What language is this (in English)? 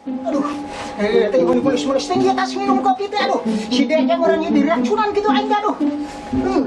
Sundanese